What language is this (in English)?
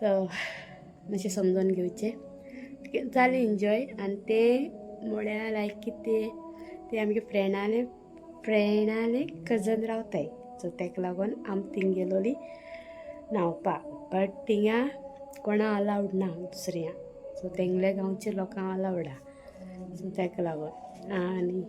Konkani